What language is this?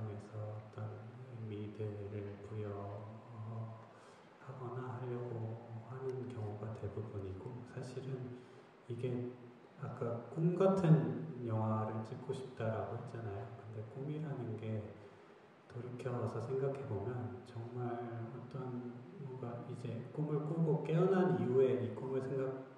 Korean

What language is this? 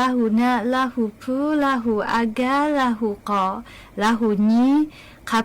Lahu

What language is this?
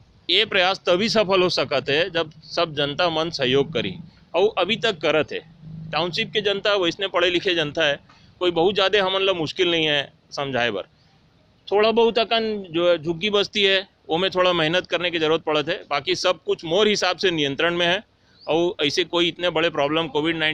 Chhattisgarhi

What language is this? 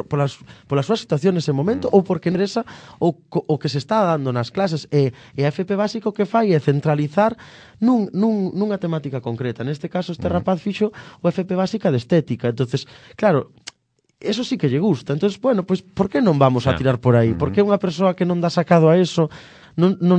Galician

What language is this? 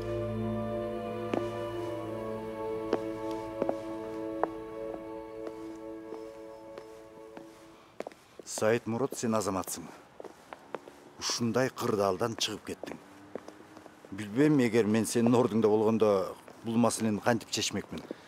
Kyrgyz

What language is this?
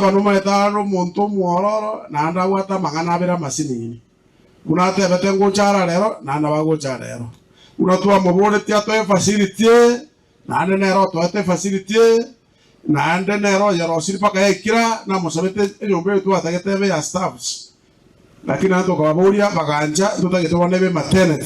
Gusii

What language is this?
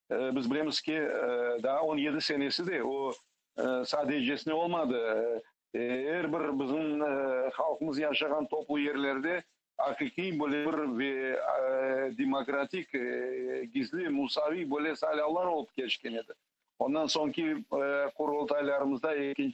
Crimean Tatar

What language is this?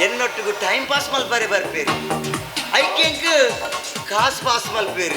Tulu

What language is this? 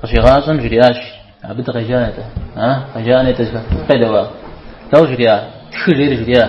Kabardian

